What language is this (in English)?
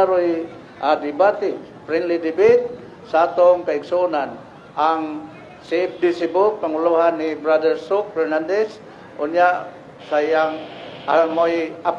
Cebuano